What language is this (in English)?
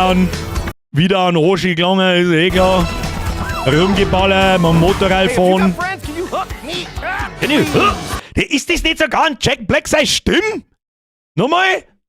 Bavarian